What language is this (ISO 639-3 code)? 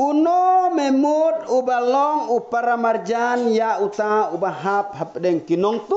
kha